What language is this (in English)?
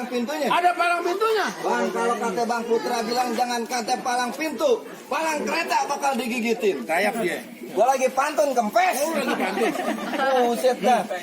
Betawi